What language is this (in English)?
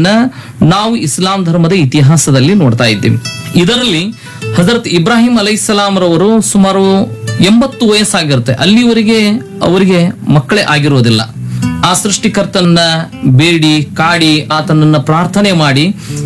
Kannada